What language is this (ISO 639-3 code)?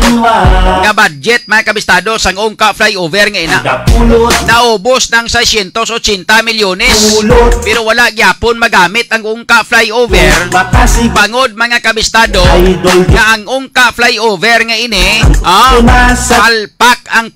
hil